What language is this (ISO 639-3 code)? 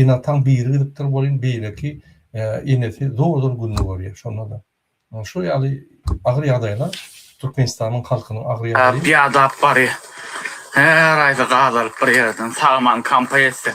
tuk